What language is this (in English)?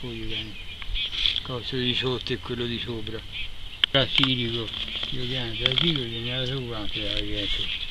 Corsican